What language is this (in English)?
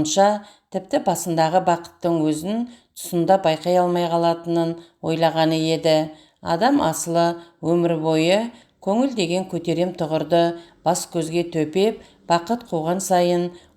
Kazakh